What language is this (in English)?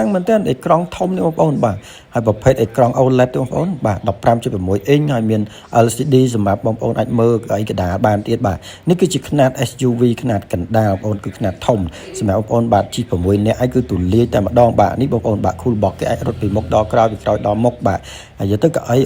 Khmer